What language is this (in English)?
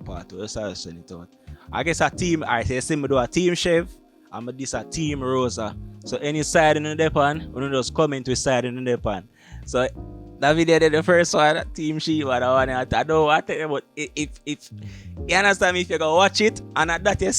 Jamaican Creole English